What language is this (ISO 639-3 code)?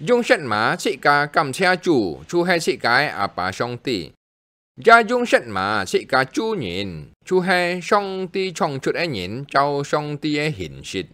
hak